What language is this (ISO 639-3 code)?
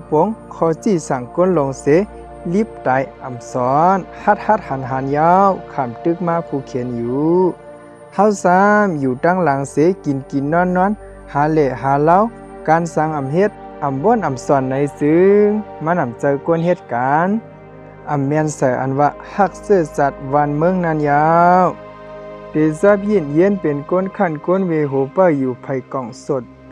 shn